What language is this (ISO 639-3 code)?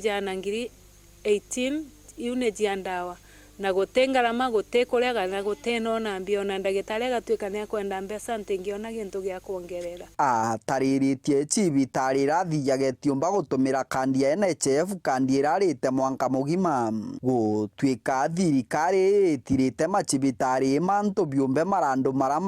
mer